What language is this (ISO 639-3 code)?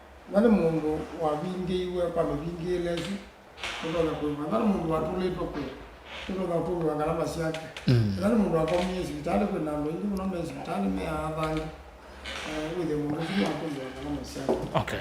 kam